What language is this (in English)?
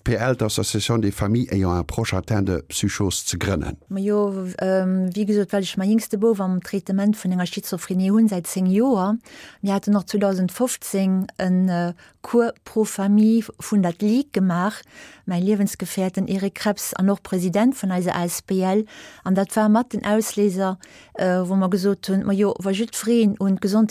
Luxembourgish